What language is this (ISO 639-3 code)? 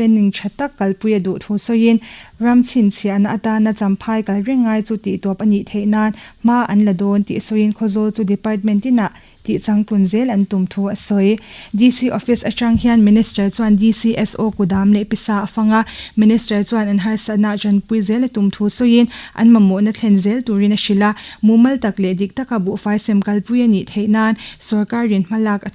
lus